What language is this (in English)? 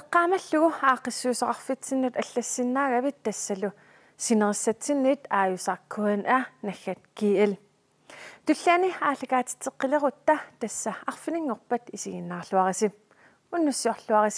Kalaallisut